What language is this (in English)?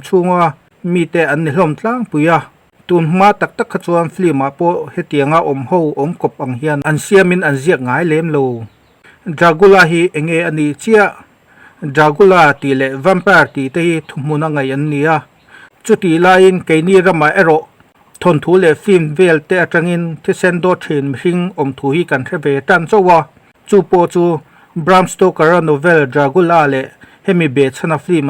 Mizo